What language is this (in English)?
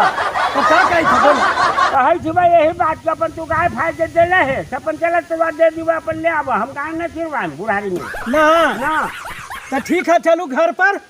Magahi